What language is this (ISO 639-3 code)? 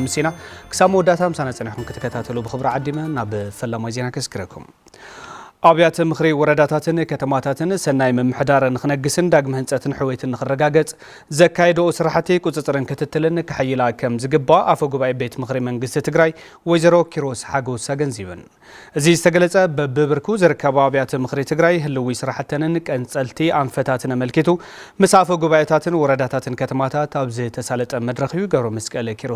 tir